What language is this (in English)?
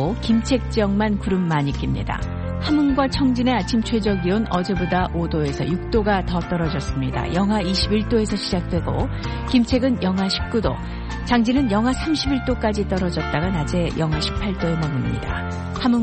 Korean